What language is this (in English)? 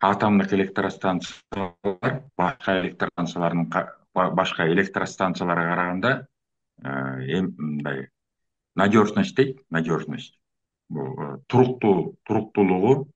Kyrgyz